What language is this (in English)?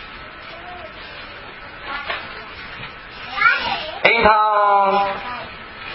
Burmese